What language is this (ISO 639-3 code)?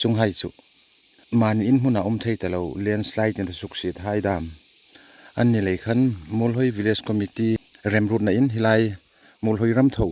hmr